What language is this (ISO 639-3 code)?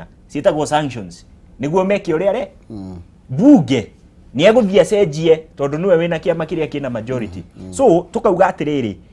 kik